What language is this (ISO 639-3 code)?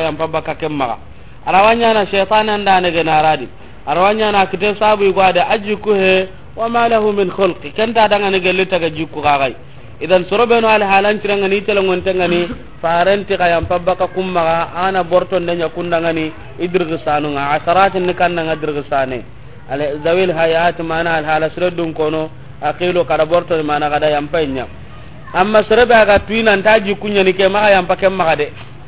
snk